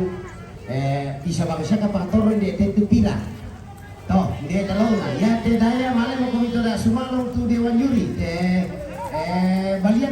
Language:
Toraja-Sa'dan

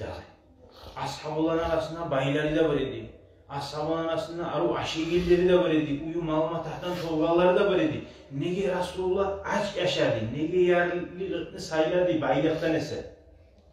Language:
Kumyk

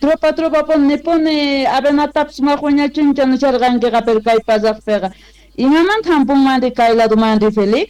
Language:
Quechua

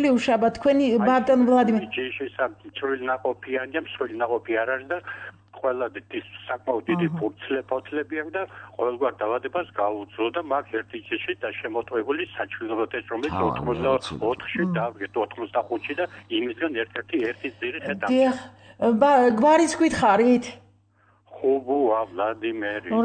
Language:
Georgian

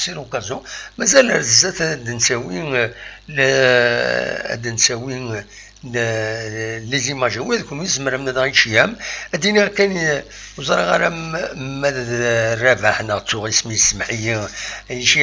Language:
Kabyle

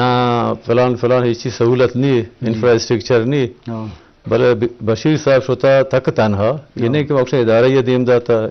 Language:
Eastern Balochi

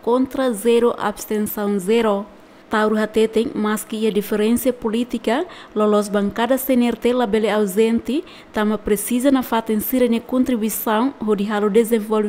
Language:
Tetum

